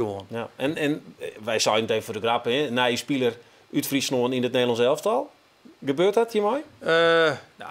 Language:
Western Frisian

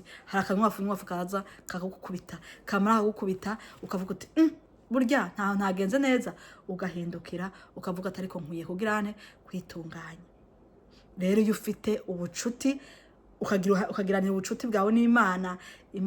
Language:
Rundi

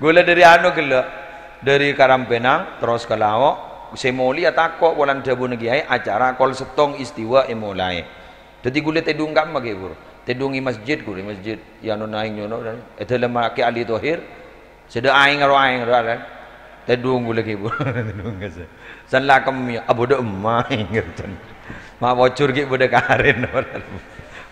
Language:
Madurese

